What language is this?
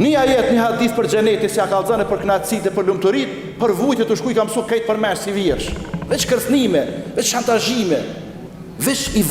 Albanian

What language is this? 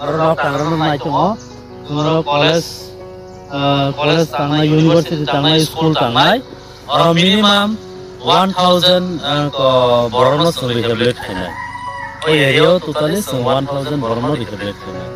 Kok Borok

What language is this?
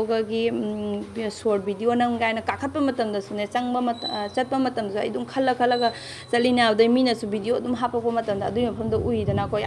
Manipuri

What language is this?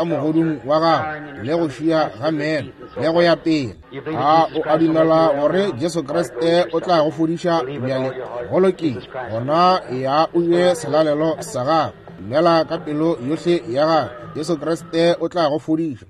Northern Sotho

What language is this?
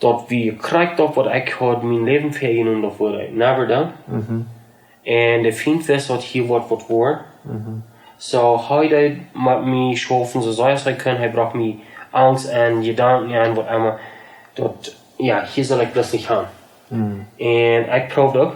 Plautdietsch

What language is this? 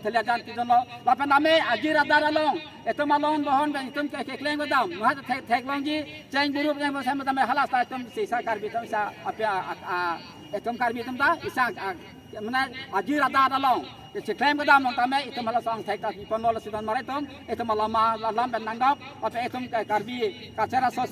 Karbi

